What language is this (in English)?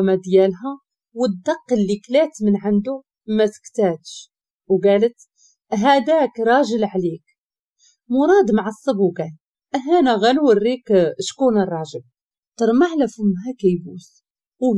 Moroccan Arabic